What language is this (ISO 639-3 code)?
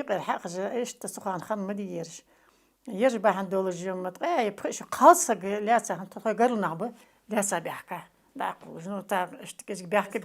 inh